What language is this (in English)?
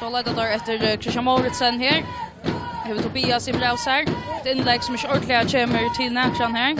Faroese